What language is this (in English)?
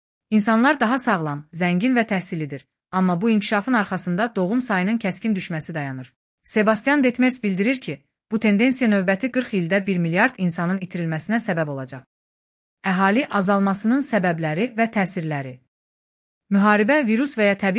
Azerbaijani